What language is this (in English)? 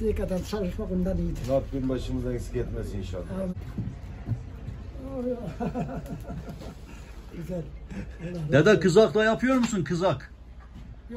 Turkish